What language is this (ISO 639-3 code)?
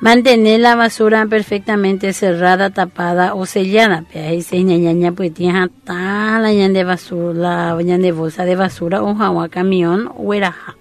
grn